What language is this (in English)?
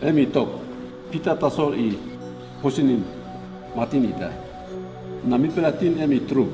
Tok Pisin